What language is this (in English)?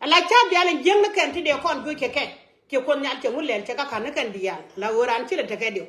Nuer